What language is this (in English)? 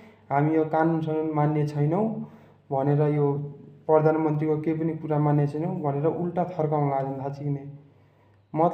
Nepali